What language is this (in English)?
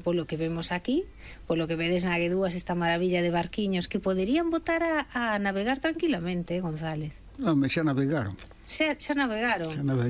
Galician